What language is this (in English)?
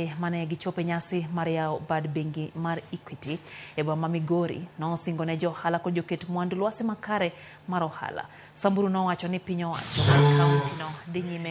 Luo (Kenya and Tanzania)